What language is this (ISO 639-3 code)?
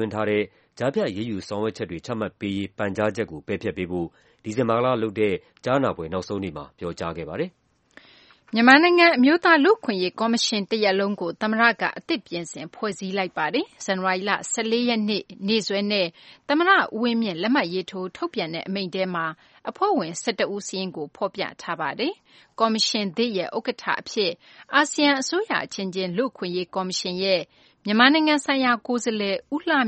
mya